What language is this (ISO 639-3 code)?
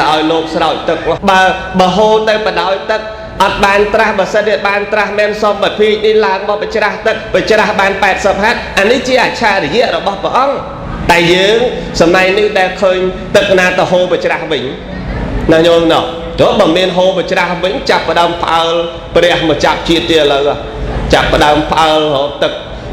khm